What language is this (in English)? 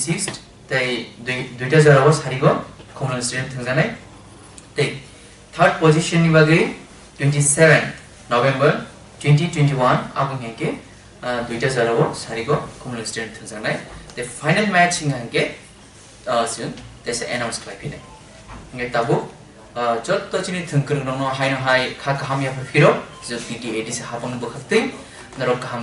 Kok Borok